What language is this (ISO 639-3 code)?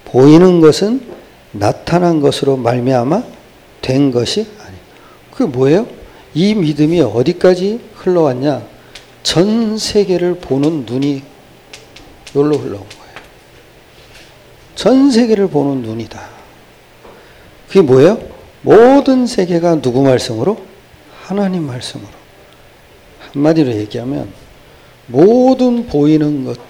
kor